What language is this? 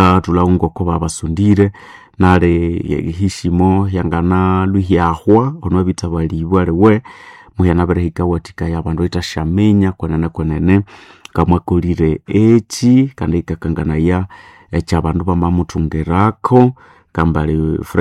Nande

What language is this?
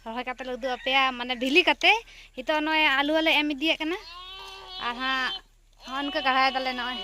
Santali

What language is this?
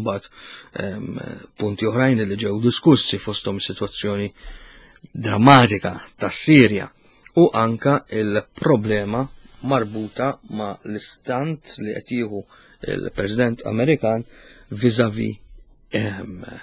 Maltese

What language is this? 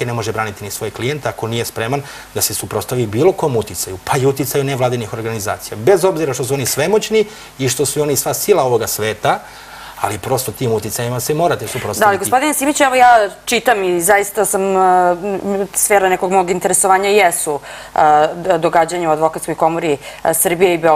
Serbian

